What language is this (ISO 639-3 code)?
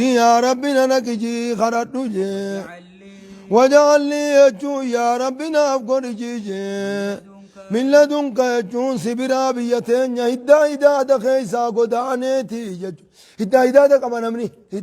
orm